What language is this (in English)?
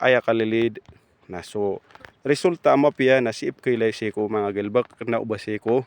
Maranao